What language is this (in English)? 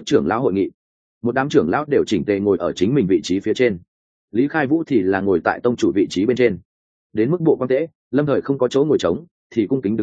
Vietnamese